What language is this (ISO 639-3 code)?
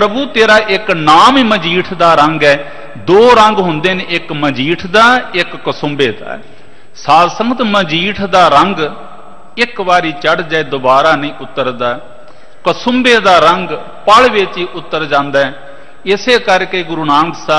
pan